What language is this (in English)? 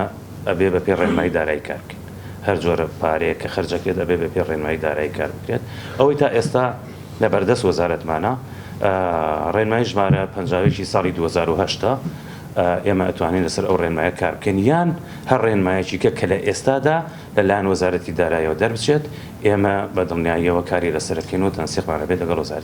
Central Kurdish